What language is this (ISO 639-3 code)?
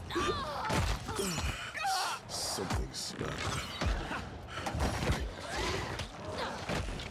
deu